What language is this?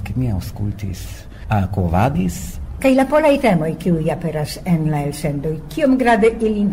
Esperanto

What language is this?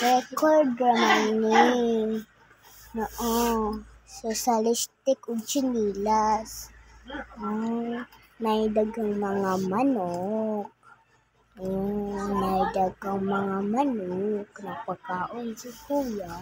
Cebuano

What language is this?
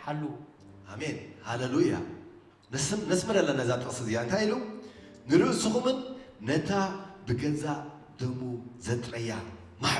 Tigrinya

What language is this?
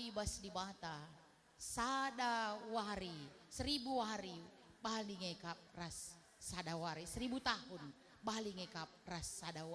Batak Karo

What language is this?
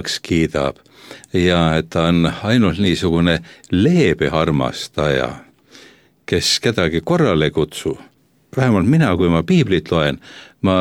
Estonian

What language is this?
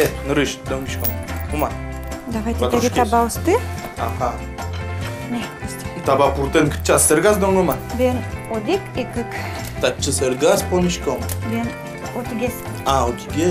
Udmurt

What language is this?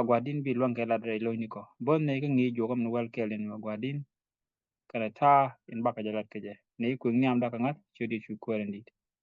Nuer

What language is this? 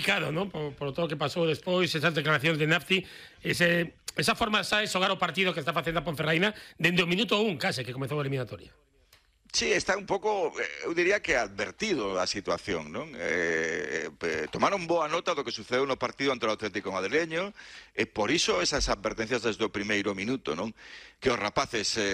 Galician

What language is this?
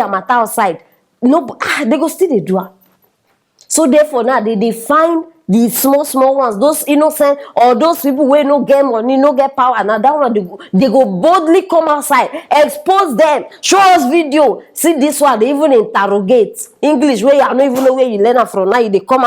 Nigerian Pidgin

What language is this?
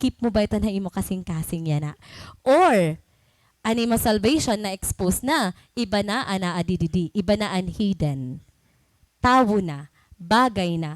Waray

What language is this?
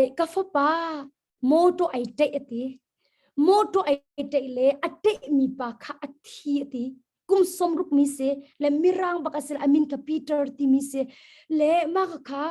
Hakha Chin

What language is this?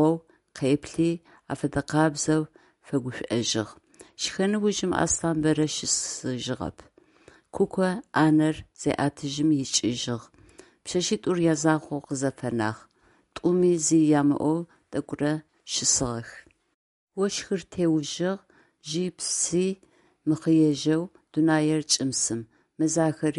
Adyghe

